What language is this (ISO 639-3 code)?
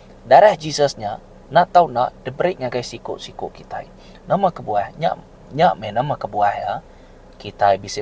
iba